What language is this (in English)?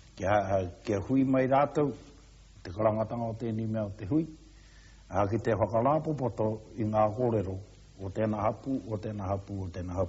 Māori